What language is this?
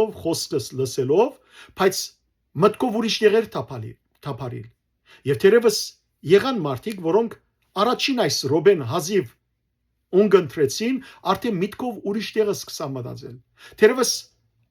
Western Armenian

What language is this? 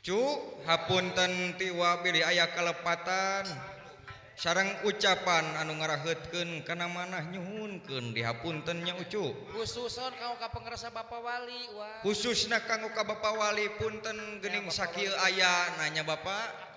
Sundanese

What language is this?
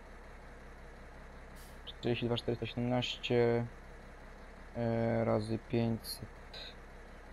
Polish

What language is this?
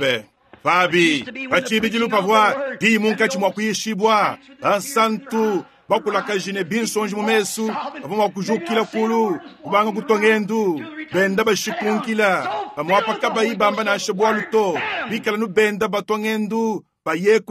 Luba-Lulua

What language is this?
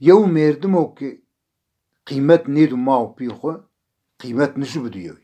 Zaza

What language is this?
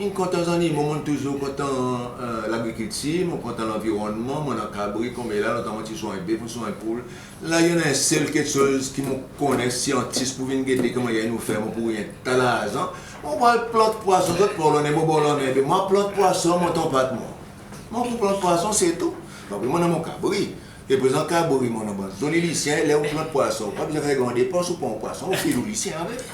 Seselwa Creole French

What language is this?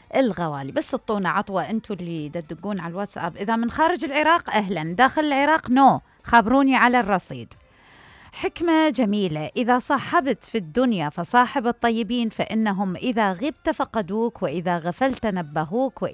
Mesopotamian Arabic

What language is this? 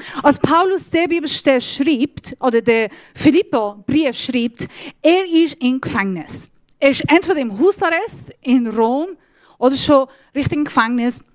Swiss German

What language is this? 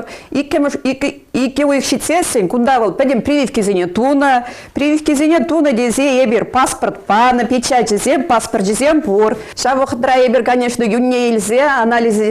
Chuvash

